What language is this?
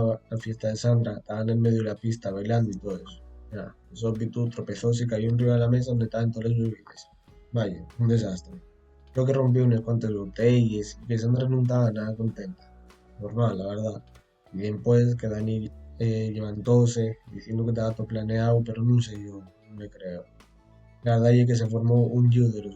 Asturian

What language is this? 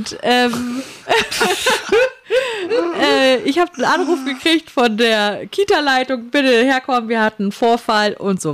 German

